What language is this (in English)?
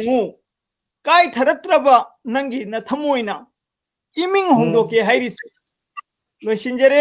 Manipuri